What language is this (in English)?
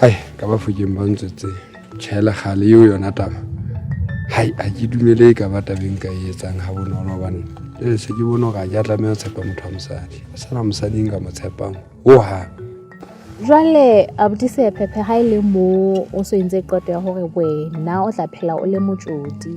Southern Sotho